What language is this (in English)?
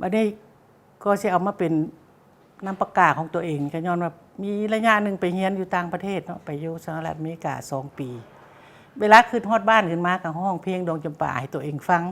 Lao